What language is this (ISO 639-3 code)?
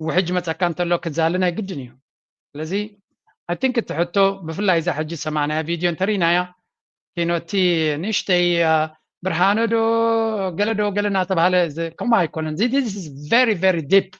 tir